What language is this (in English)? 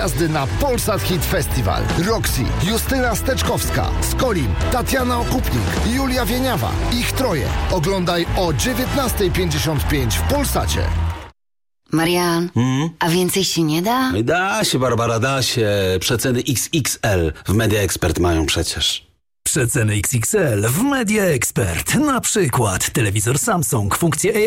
Polish